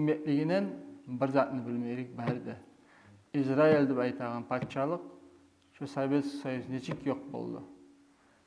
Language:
Kumyk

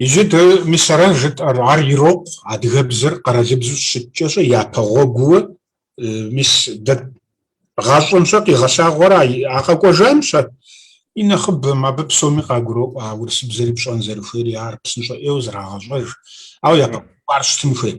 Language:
Kabardian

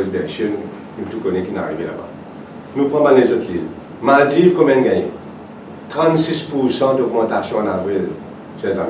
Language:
Morisyen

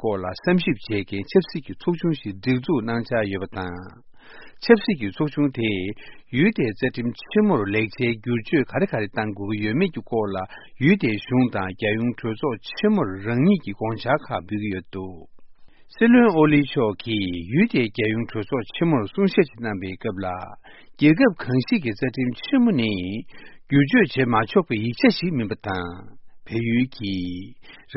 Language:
Tibetan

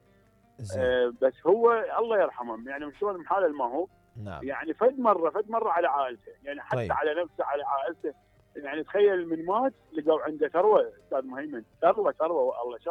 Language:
Mesopotamian Arabic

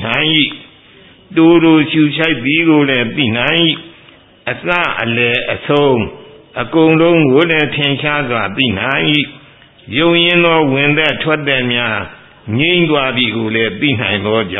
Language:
Burmese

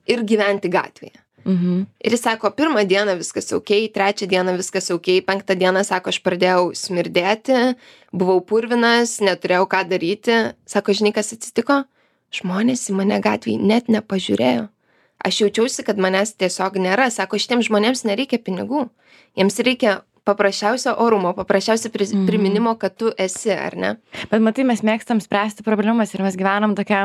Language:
Lithuanian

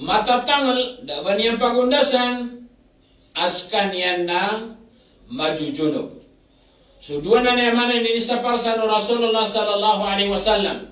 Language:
Maranao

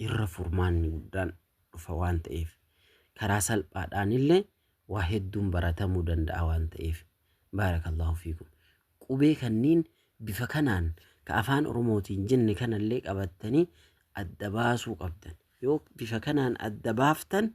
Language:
Oromo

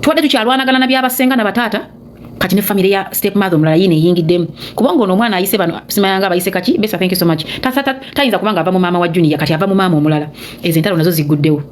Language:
Ganda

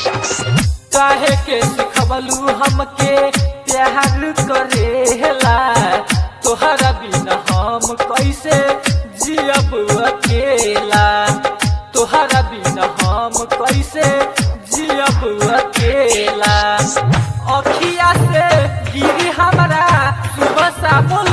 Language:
Bhojpuri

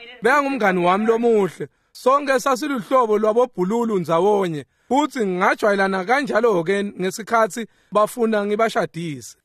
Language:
Swati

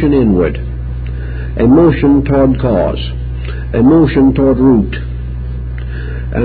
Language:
English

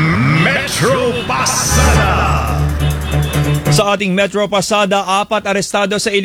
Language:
Filipino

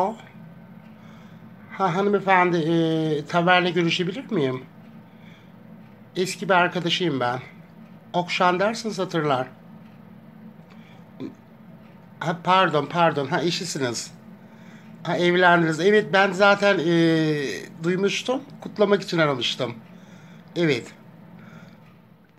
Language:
Turkish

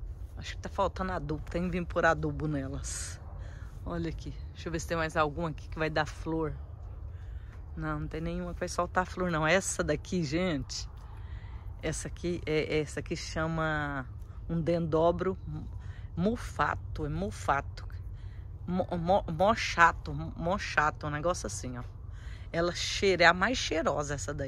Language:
Portuguese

